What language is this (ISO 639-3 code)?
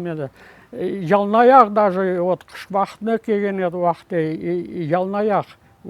crh